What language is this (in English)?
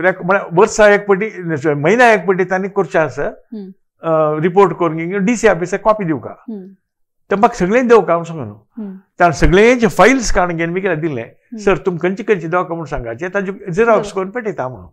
Konkani